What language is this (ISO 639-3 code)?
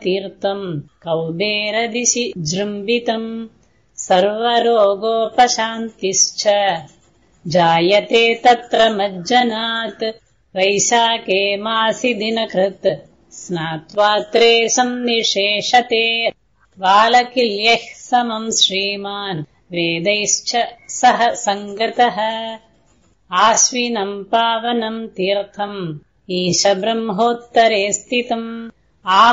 san